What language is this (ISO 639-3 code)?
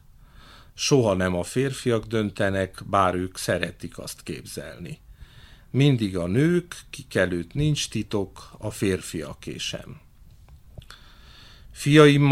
hun